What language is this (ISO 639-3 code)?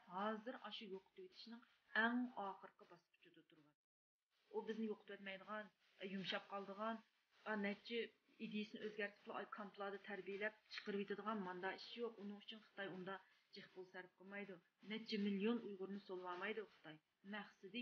uig